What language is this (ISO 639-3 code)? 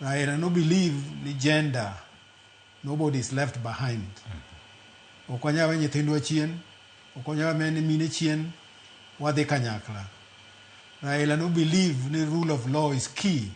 luo